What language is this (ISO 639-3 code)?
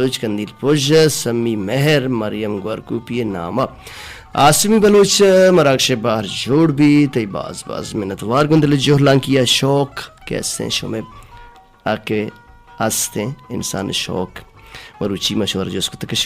bal